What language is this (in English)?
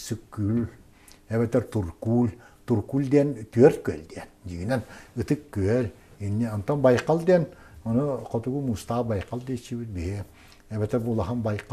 Yakut